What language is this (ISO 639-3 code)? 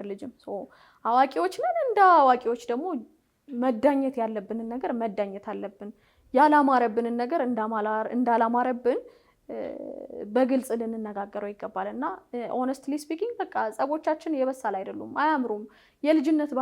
amh